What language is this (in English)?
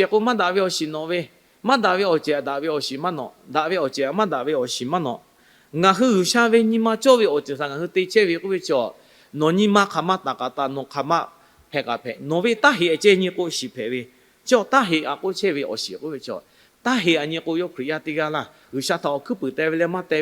Lahu